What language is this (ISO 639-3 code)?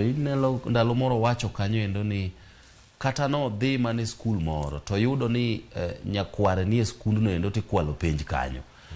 luo